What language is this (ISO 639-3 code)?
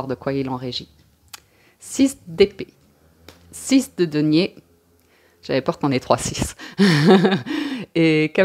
fra